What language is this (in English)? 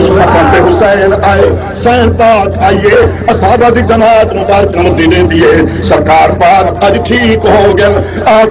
Saraiki